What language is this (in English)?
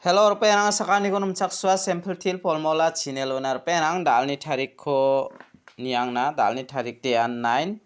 Garo